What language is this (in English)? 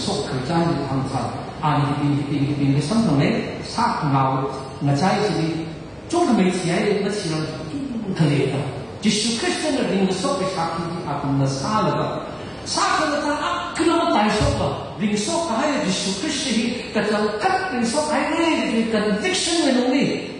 Tangkhul Naga (India)